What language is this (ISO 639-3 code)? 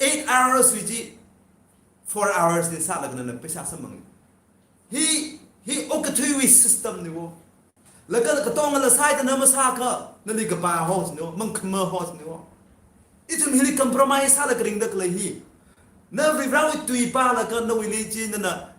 nmf